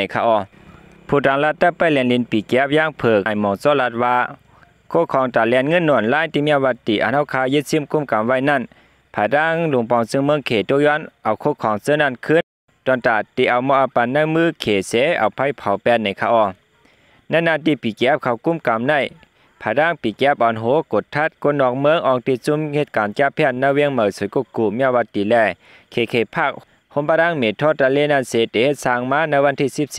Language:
Shan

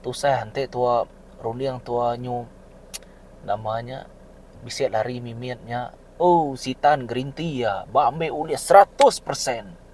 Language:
Iban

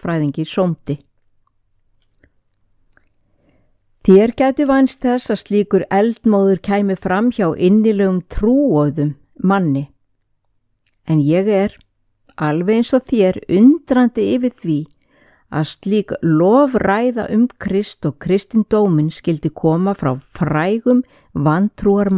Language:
Icelandic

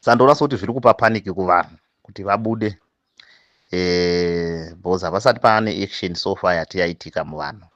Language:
Shona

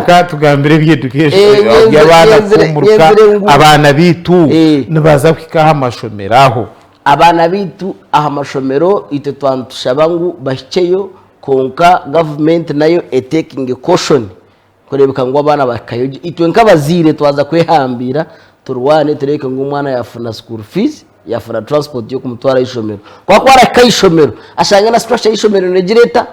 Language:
Nyankole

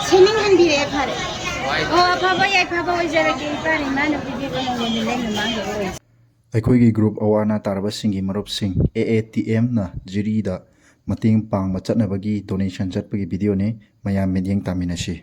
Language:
Manipuri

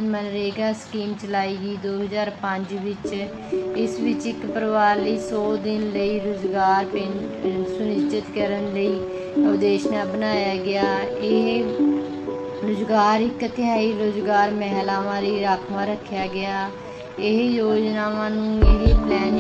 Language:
Punjabi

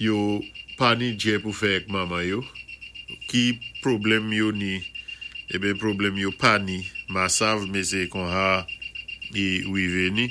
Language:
Saint Lucian Creole French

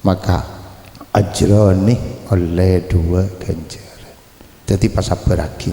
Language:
Madurese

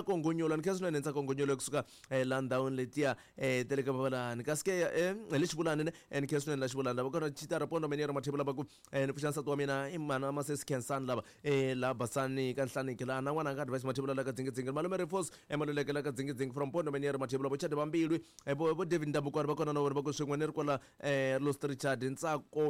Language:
Tsonga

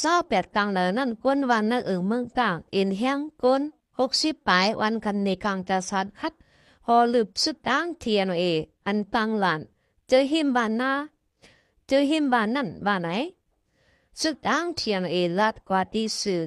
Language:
Shan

